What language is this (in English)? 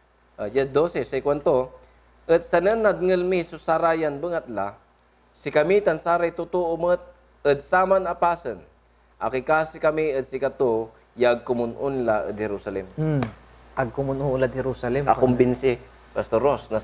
Pangasinan